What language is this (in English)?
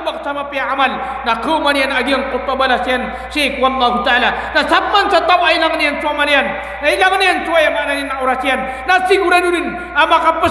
Maranao